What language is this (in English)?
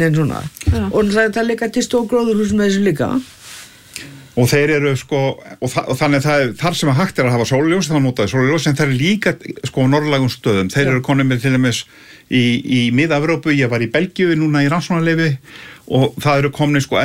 Icelandic